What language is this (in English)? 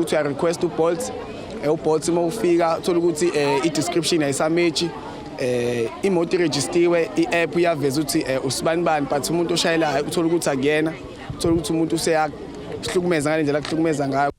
Zulu